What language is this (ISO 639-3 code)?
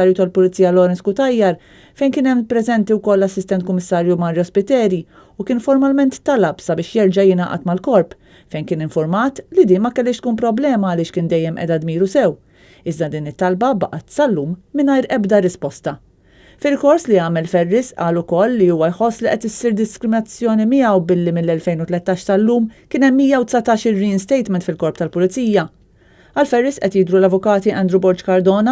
mlt